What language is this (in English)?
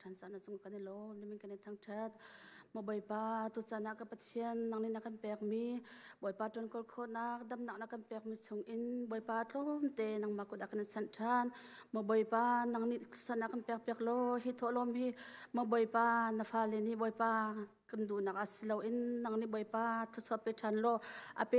Hakha Chin